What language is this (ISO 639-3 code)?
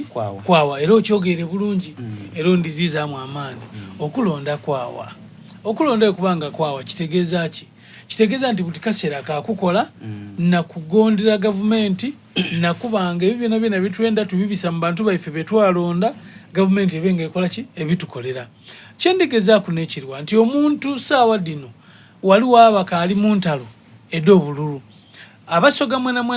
xog